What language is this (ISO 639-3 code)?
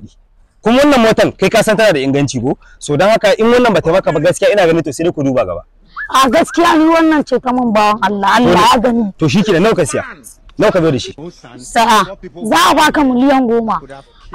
hau